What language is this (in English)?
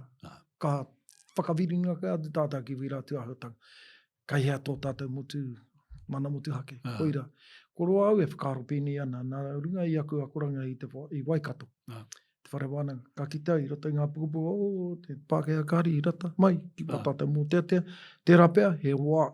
Māori